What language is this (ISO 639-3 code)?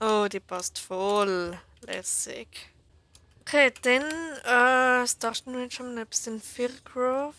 gsw